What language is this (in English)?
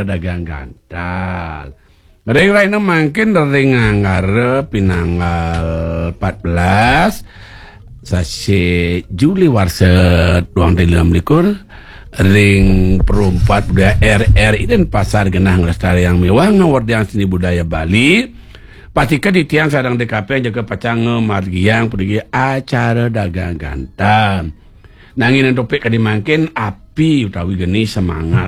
Balinese